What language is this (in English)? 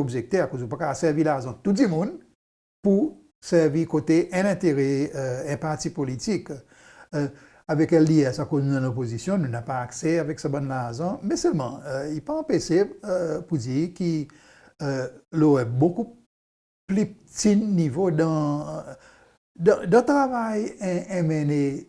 Seselwa Creole French